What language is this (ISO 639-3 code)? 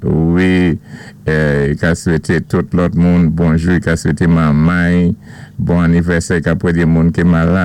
acf